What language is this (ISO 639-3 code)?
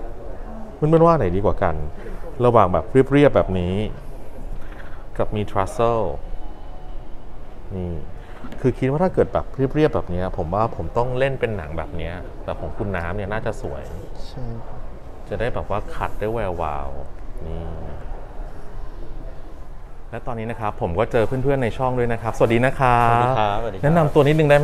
tha